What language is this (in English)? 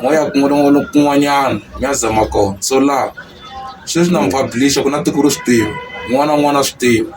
Tsonga